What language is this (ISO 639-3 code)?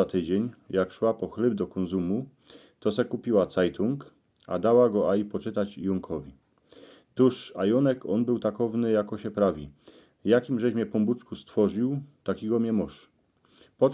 szl